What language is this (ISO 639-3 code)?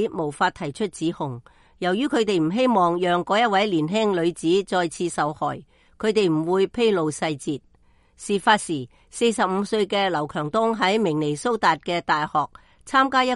yue